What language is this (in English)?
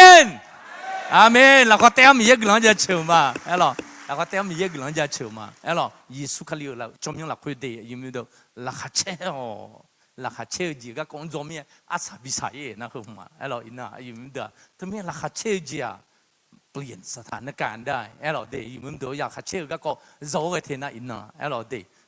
Akha